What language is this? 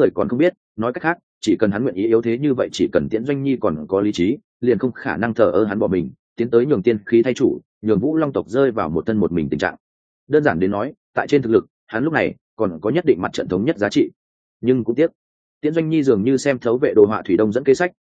Vietnamese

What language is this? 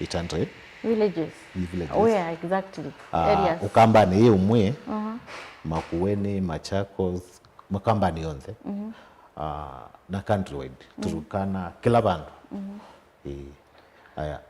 Kamba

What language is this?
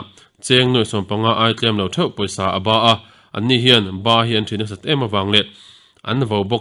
Mizo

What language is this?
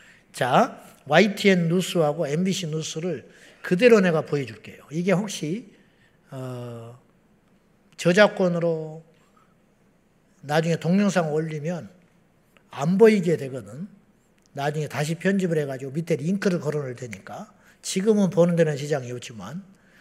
Korean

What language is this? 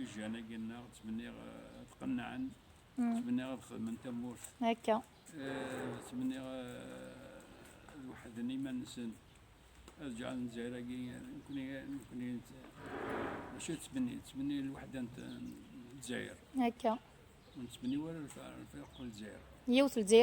Kabyle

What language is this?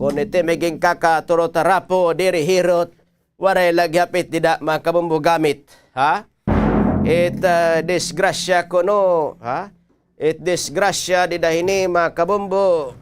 Waray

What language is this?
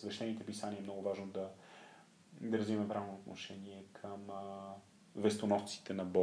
Bulgarian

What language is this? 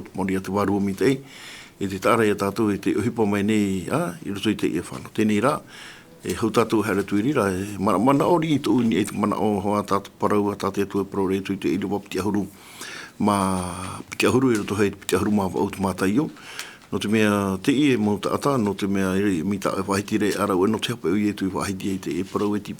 Tahitian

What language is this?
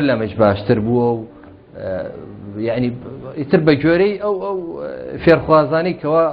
Central Kurdish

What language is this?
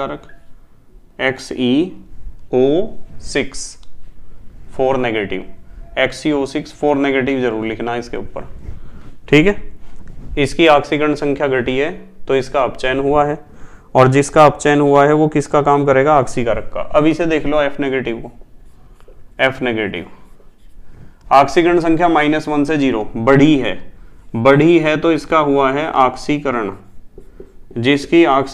Hindi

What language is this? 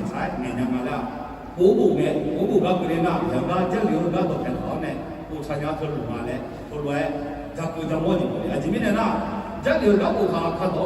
Akha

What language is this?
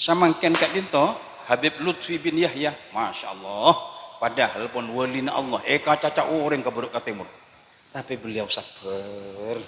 Madurese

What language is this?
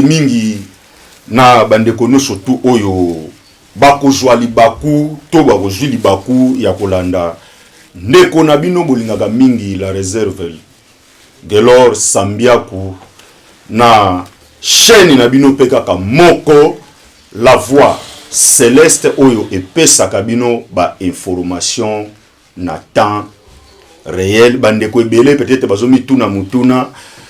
Lingala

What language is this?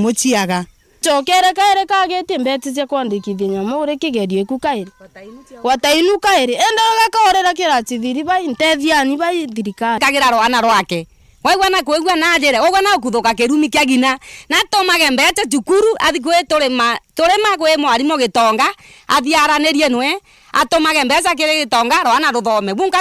Meru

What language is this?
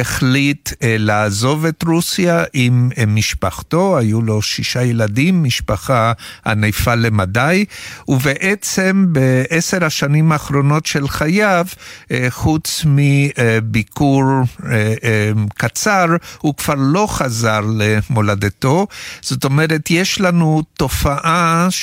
Hebrew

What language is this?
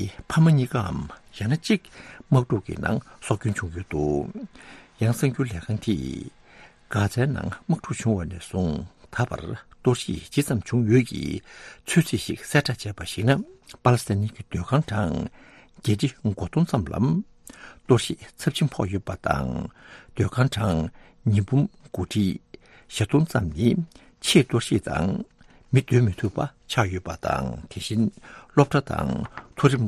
Tibetan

